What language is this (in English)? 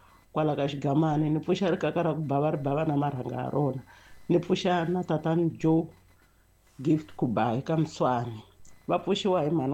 Tsonga